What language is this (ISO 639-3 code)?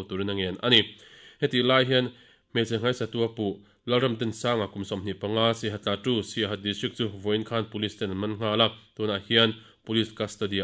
lus